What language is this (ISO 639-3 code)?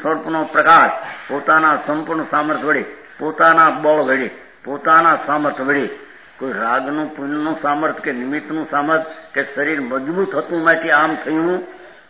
guj